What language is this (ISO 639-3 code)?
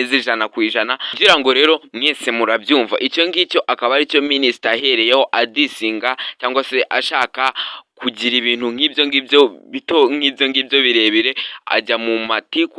kin